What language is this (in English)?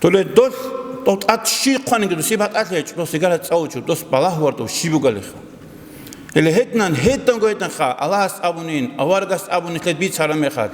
Avaric